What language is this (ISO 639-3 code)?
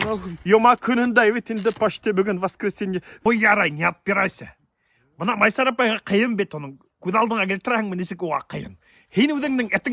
bak